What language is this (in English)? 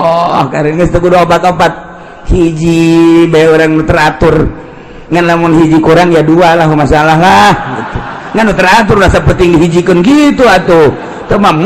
Sundanese